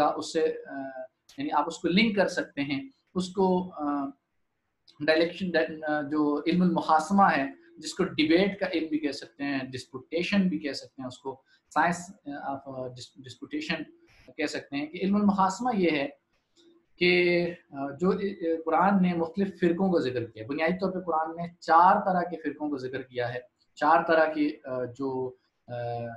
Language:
Urdu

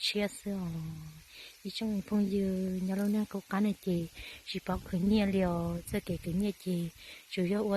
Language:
Hmong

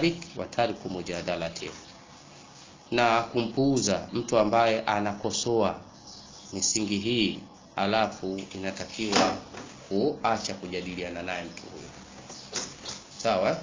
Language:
Swahili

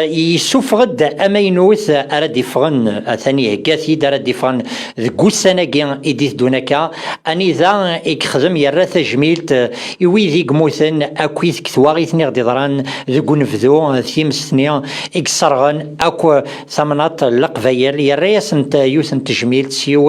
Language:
Kabyle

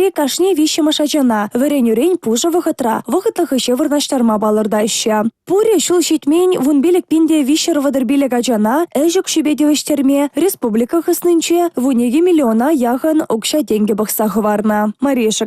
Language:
Chuvash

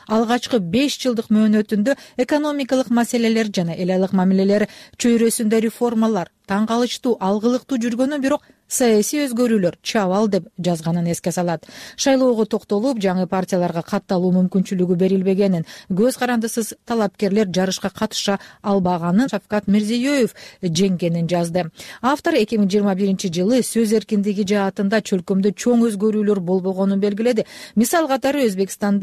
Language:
Kyrgyz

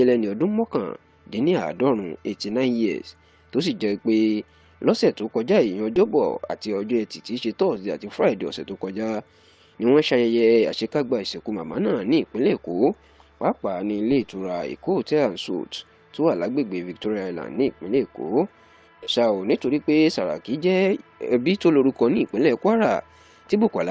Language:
Yoruba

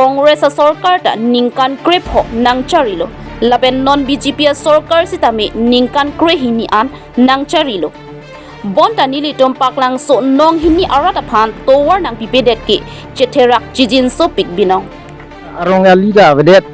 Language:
Karbi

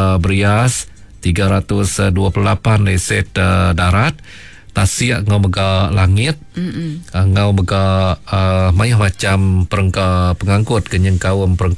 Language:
Iban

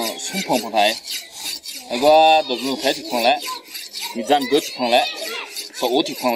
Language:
Akha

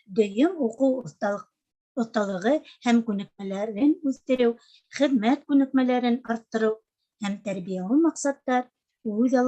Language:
Bashkir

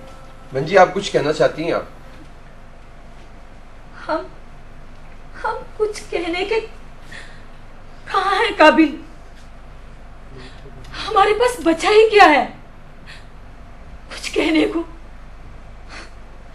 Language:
Hindi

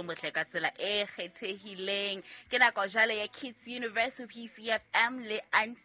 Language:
Southern Sotho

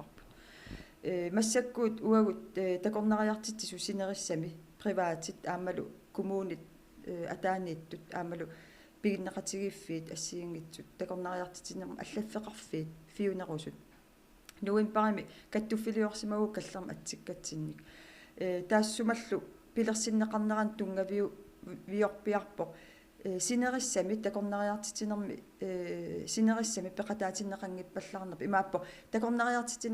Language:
Kalaallisut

